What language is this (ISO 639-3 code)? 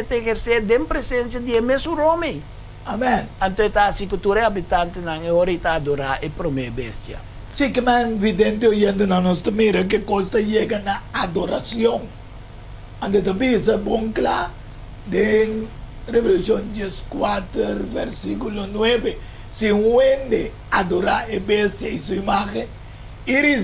pap